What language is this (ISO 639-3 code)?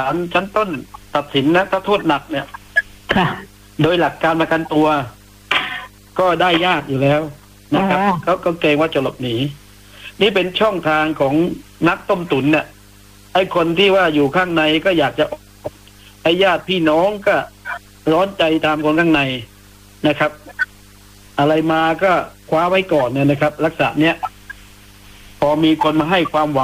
tha